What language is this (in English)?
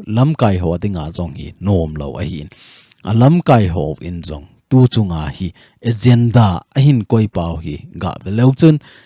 Thado Chin